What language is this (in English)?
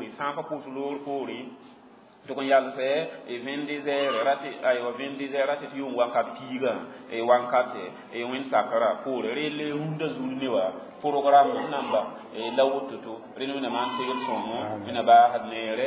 Mossi